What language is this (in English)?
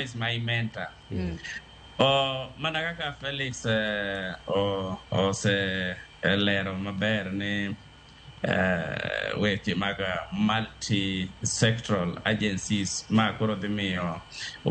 Luo (Kenya and Tanzania)